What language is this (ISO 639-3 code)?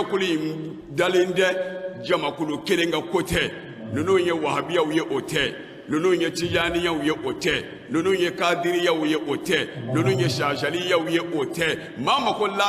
bam